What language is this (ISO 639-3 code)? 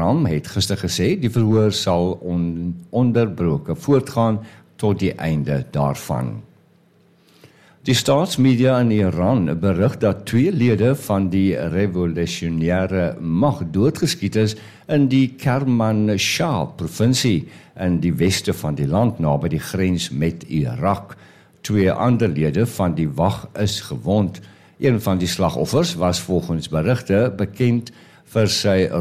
afr